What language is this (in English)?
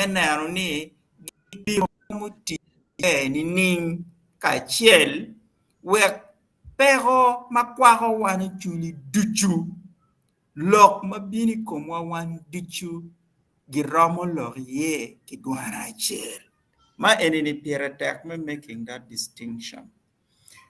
Acoli